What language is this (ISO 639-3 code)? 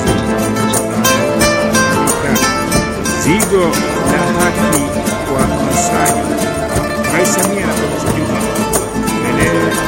swa